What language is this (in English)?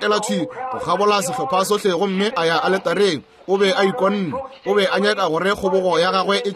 Northern Sotho